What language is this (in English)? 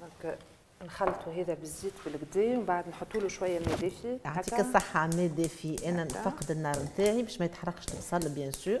Tunisian Arabic